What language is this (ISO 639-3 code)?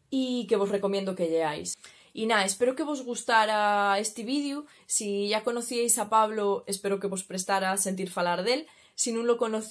ast